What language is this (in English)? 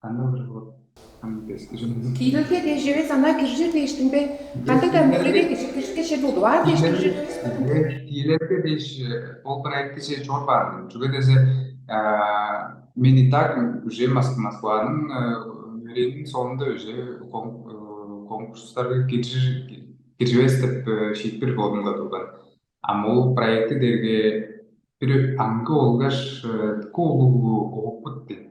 Tuvinian